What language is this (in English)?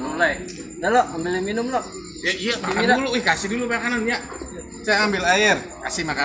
Betawi